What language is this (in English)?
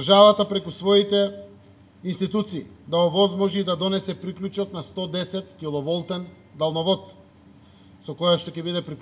Macedonian